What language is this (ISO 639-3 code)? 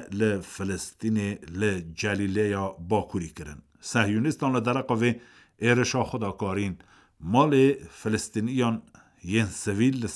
kur